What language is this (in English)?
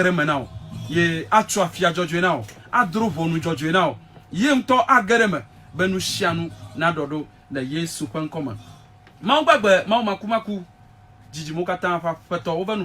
Ewe